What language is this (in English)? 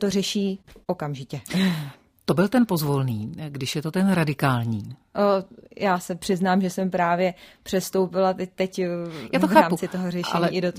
Czech